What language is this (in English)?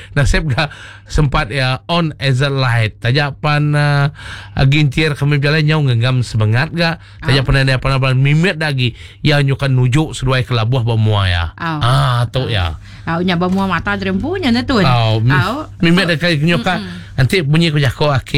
Iban